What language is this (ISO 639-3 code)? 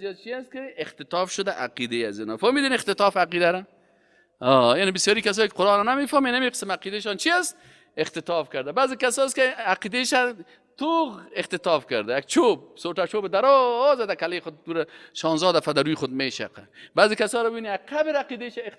fas